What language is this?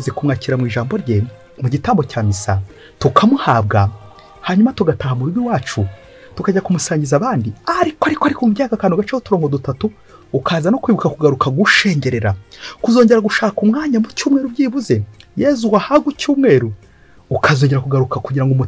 Kinyarwanda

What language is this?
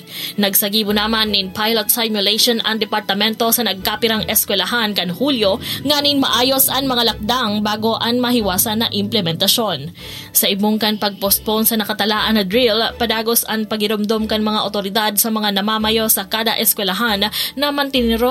Bikol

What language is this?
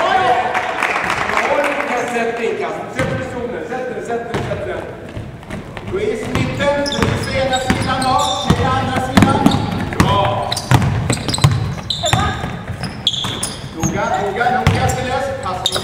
Swedish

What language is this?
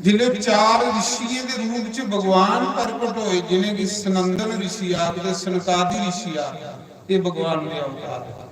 Dogri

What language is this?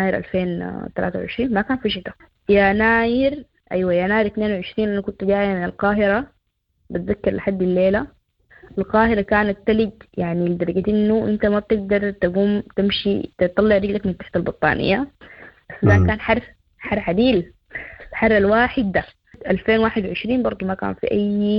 Sudanese Arabic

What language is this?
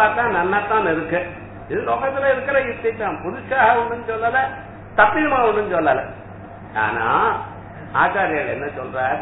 Tamil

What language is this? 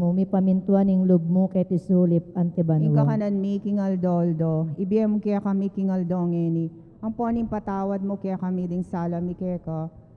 Pampanga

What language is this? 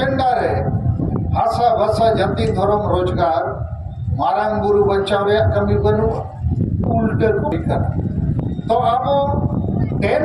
Santali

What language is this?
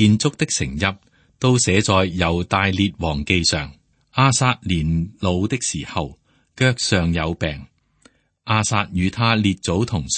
Cantonese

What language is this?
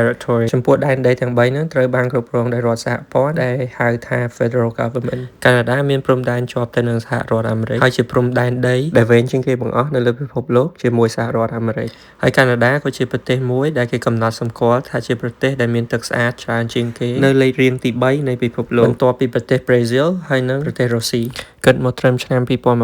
Khmer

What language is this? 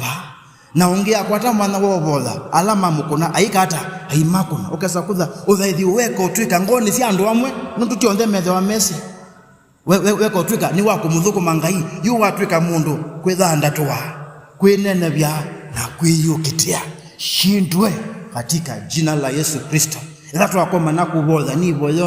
Kamba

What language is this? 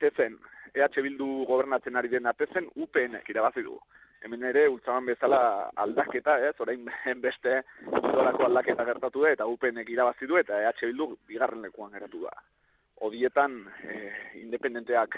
Basque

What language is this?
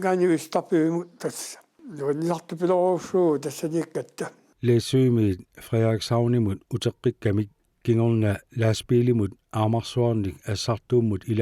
Kalaallisut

